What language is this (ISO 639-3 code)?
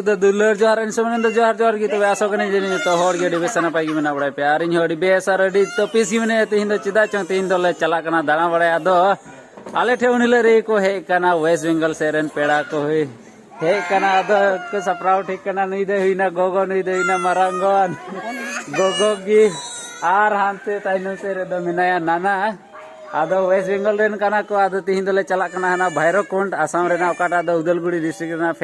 sat